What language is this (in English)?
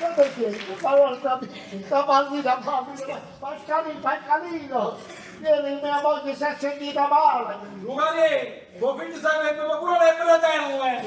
Neapolitan